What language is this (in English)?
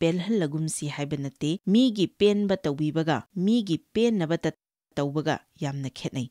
Manipuri